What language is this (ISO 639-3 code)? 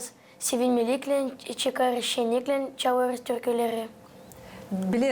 gag